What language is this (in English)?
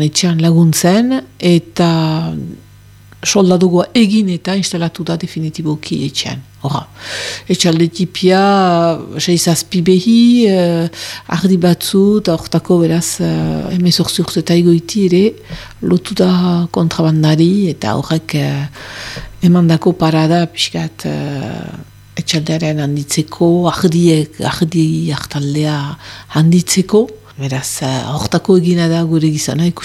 Basque